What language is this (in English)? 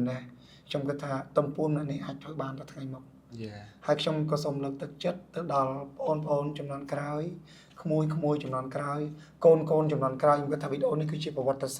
Khmer